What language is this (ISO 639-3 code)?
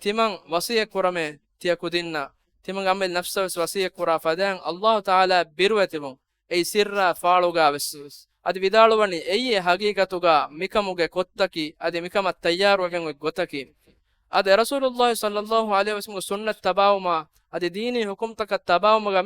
div